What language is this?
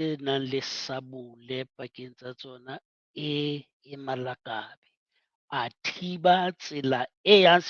Southern Sotho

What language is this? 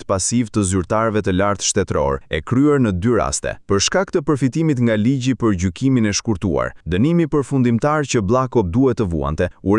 Albanian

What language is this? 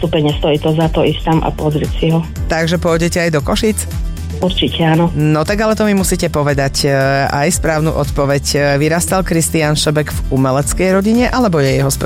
Slovak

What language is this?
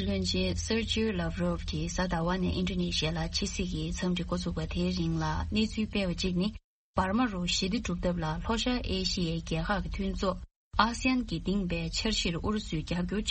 Tibetan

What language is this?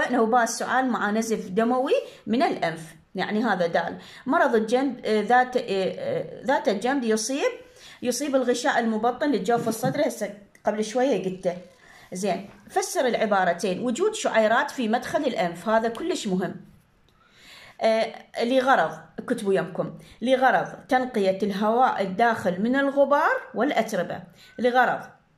Mesopotamian Arabic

